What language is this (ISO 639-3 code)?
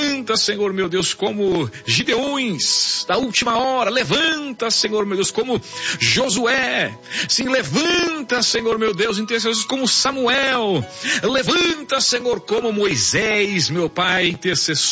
por